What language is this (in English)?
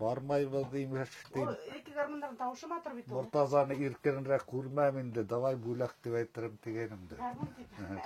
Bashkir